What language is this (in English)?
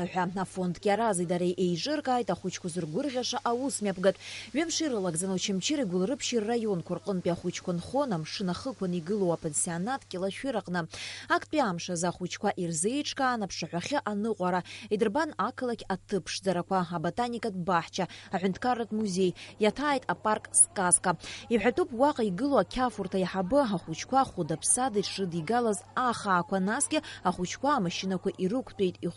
Abkhazian